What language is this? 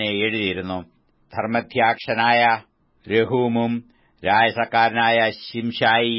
Malayalam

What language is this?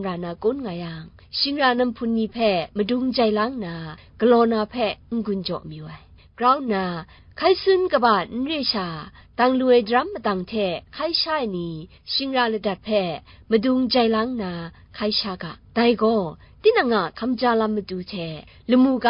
Kachin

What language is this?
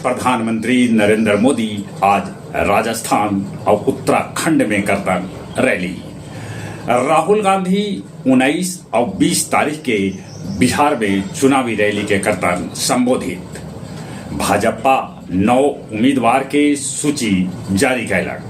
Magahi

